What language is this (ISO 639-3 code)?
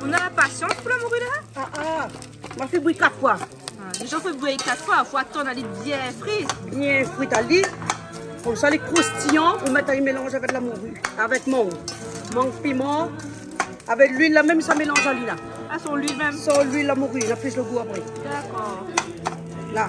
rcf